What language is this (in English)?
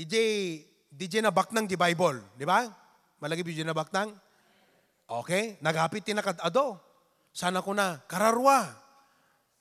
Iloko